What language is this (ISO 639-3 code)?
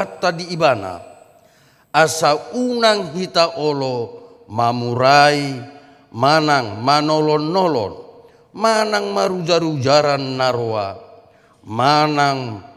bbc